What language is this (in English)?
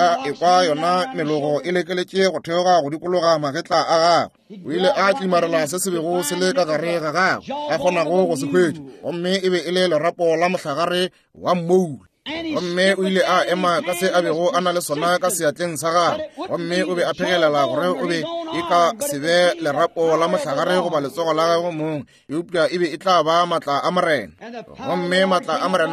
Northern Sotho